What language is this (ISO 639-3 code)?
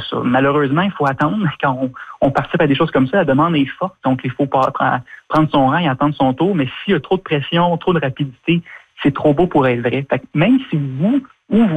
fra